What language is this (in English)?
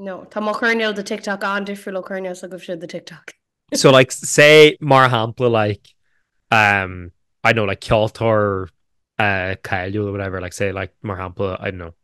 Irish